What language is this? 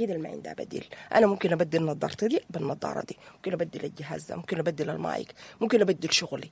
Sudanese Arabic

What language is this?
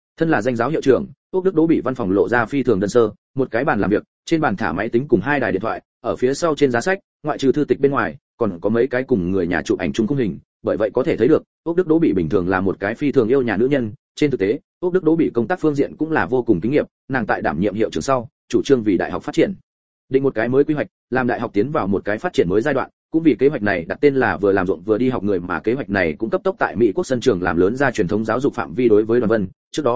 Vietnamese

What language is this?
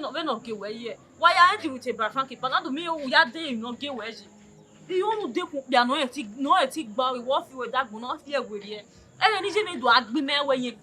Bini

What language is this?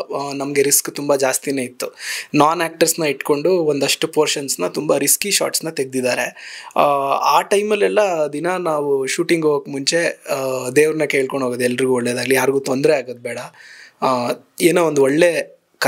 Kannada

